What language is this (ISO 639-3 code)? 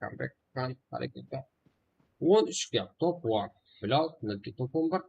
kaa